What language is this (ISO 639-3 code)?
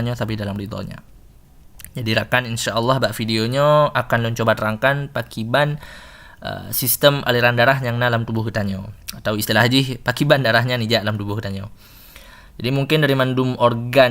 ace